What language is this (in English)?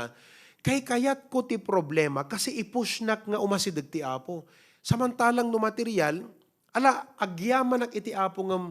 Iloko